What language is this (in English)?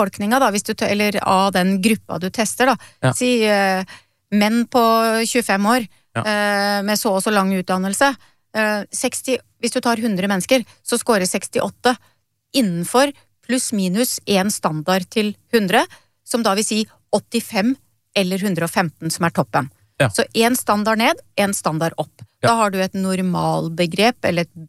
Norwegian